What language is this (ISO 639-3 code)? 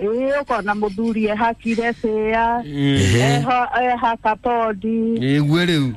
kik